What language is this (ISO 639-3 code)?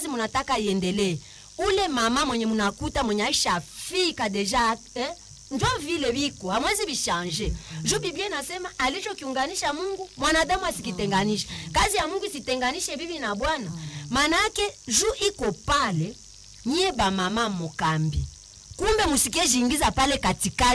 swa